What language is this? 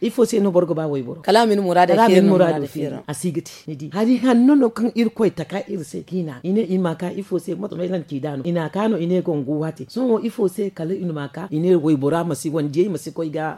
Zarma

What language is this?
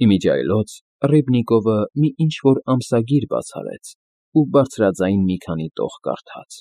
Armenian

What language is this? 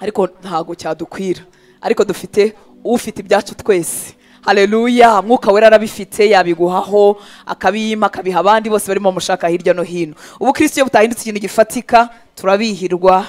Kinyarwanda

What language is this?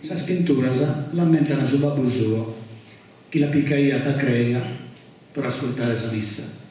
Sardinian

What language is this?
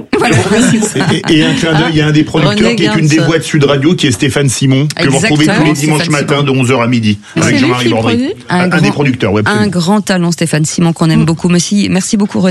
French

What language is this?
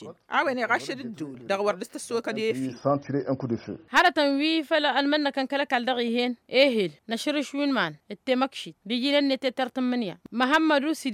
Tamasheq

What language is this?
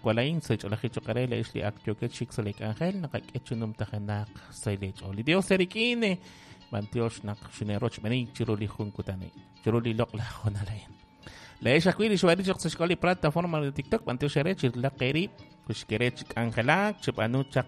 Kekchí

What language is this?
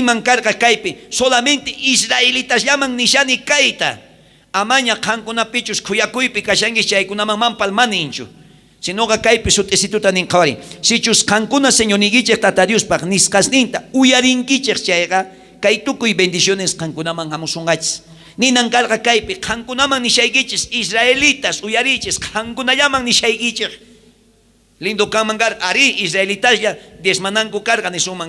South Bolivian Quechua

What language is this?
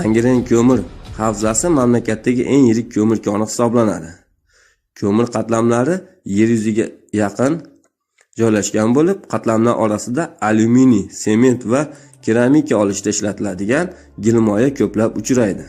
Uzbek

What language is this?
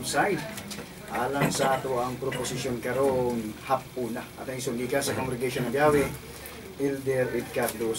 Cebuano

